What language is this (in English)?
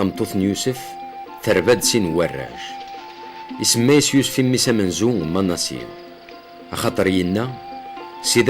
Kabyle